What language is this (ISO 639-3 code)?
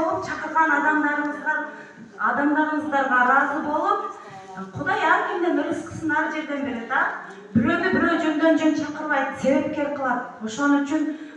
kir